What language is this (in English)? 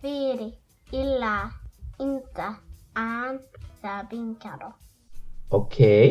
Somali